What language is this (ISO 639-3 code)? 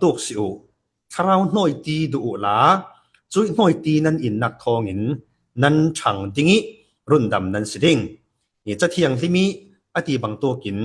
cfm